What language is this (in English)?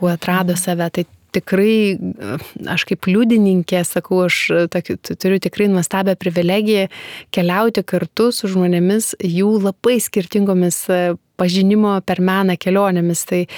Lithuanian